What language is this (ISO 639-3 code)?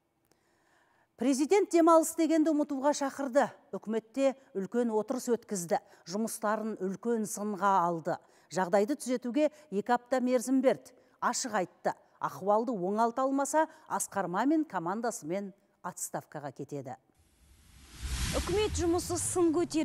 kaz